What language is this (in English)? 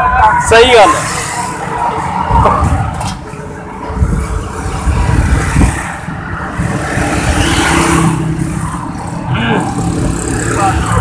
Punjabi